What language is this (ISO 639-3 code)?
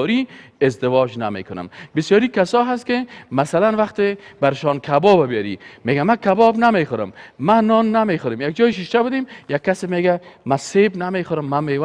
fas